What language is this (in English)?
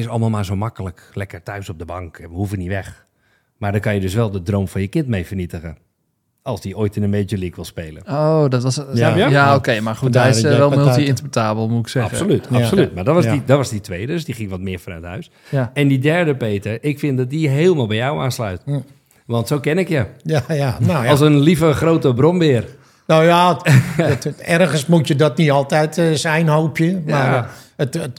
Dutch